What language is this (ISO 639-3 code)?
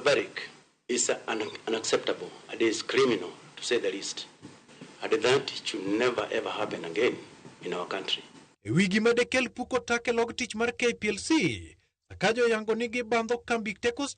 luo